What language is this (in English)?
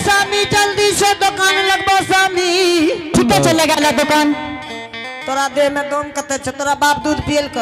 Angika